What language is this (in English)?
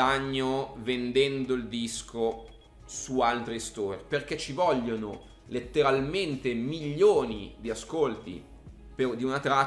Italian